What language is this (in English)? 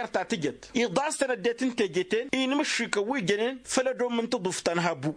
Tamasheq